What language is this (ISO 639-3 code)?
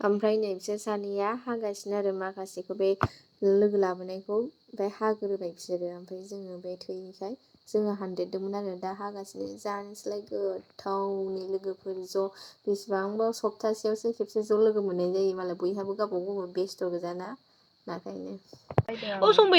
brx